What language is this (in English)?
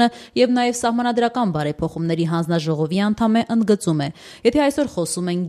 Armenian